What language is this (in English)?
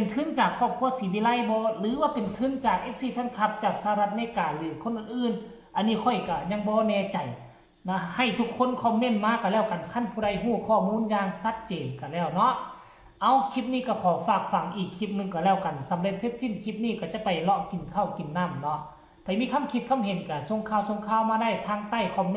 Northeastern Thai